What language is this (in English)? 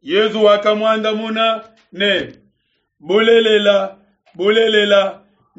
Luba-Lulua